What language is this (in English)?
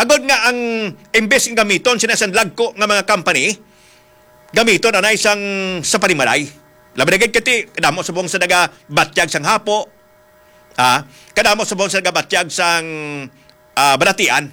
Hiligaynon